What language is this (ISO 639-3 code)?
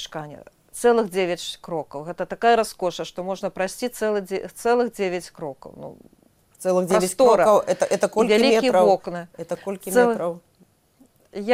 bel